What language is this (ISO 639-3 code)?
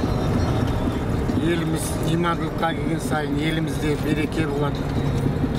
kaz